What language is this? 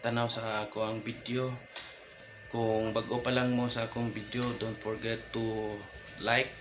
Cebuano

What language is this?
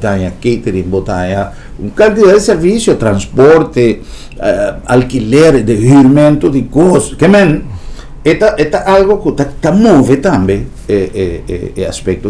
Papiamento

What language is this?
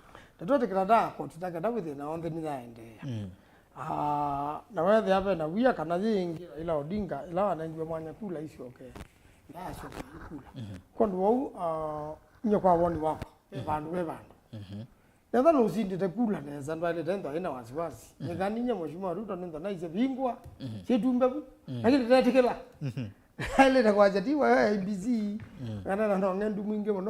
Kamba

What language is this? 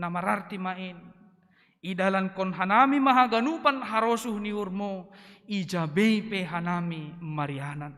Batak Simalungun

